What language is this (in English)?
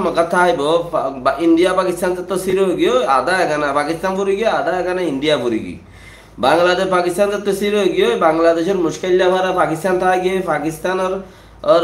Rohingya